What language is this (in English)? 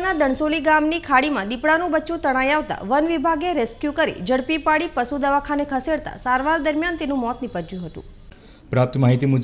Gujarati